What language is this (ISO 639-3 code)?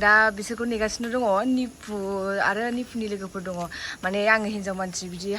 brx